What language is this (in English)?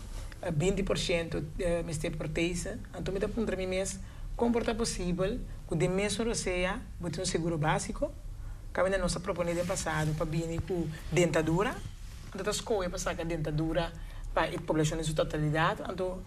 Papiamento